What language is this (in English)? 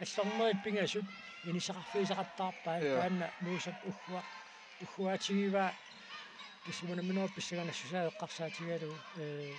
Kalaallisut